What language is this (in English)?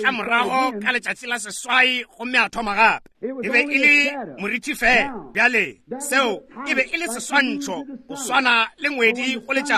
Northern Sotho